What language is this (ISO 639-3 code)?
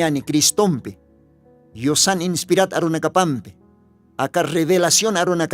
aym